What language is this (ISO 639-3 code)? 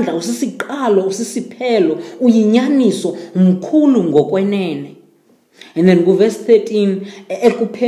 xho